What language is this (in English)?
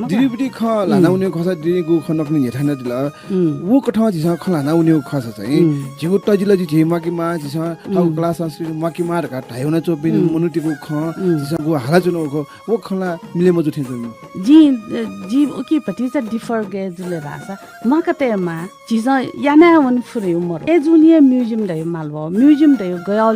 Newari